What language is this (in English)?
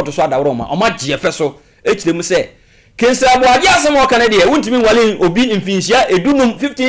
Akan